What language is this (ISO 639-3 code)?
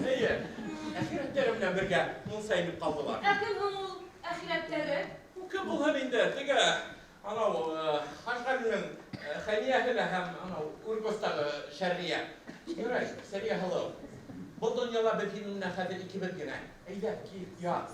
bak